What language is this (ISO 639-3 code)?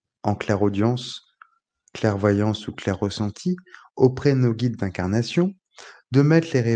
fra